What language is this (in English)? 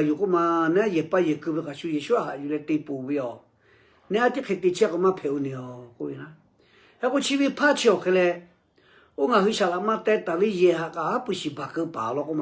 Lahu